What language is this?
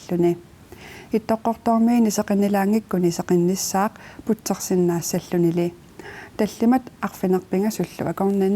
Kalaallisut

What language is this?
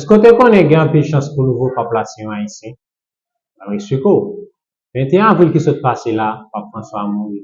Haitian Creole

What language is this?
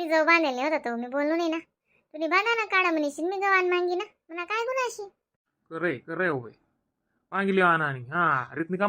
Khandesi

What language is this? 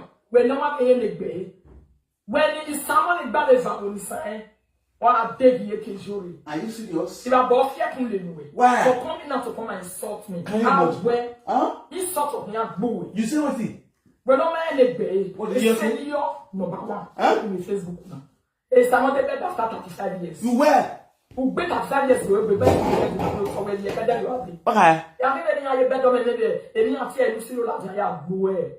Nigerian Pidgin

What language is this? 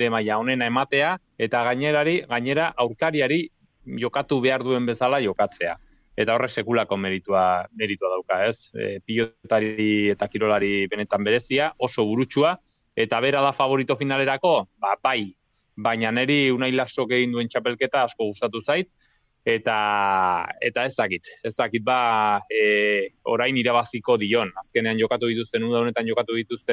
Basque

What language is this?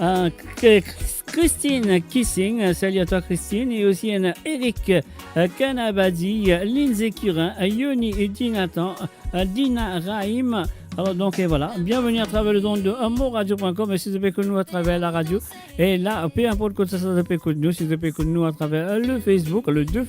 Morisyen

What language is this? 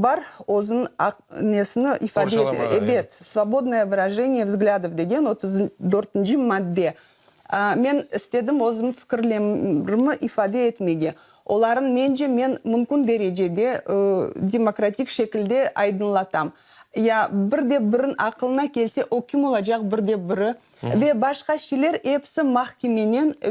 Crimean Tatar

